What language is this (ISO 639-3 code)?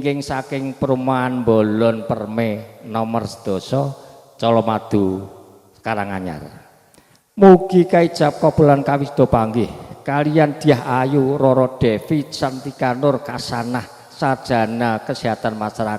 jav